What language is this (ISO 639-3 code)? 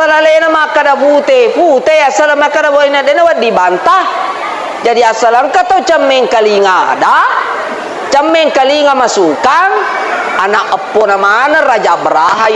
bug